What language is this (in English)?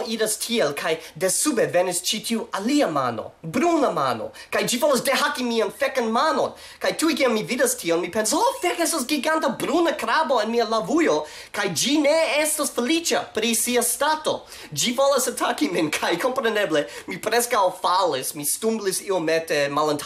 Esperanto